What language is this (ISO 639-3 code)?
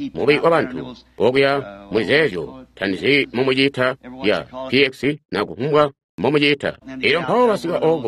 toi